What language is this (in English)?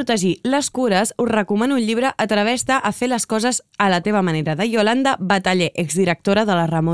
Catalan